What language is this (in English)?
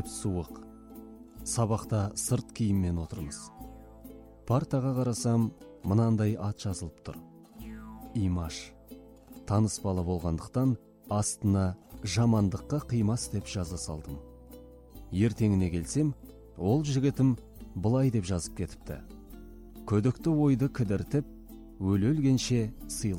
Kazakh